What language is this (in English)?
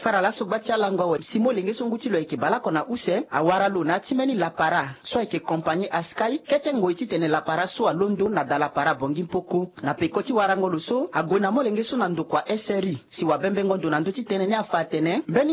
Sango